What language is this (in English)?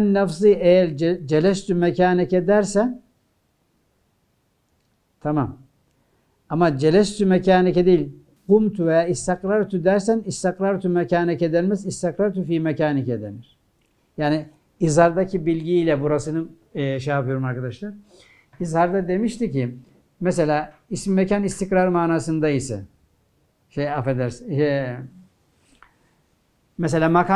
Turkish